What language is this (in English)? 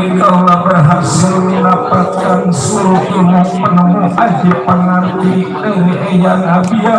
Betawi